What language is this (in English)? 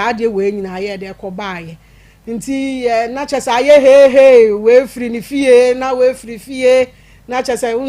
Akan